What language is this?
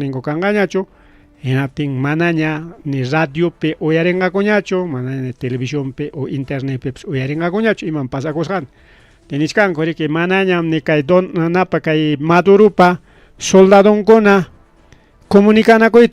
Ayacucho Quechua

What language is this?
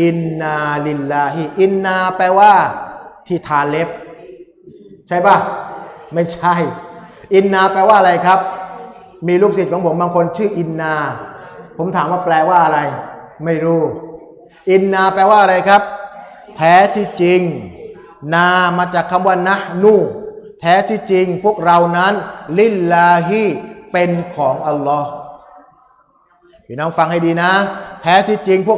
Thai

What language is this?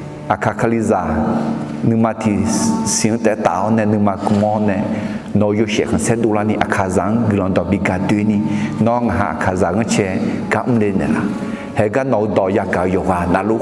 Akha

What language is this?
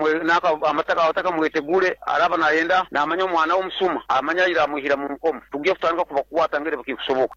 Nyoro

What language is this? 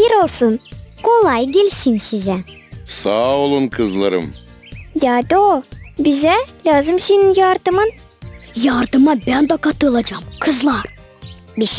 Gagauz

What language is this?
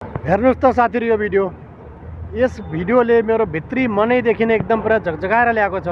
Nepali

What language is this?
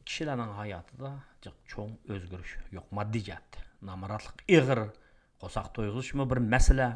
Uyghur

